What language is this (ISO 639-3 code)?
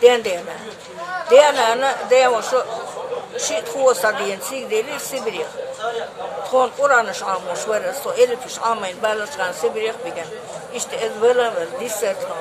che